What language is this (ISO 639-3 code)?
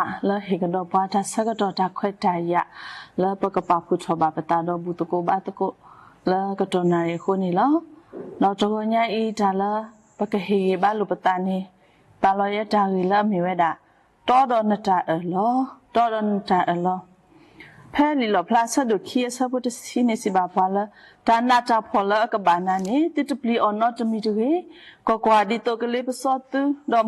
ksw